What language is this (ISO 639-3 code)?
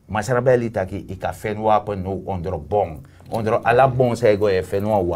srn